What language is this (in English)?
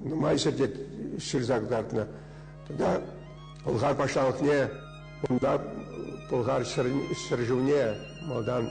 Chuvash